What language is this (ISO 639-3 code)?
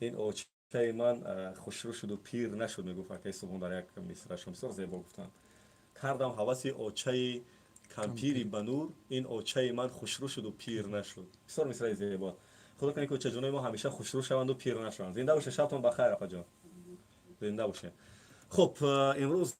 tgk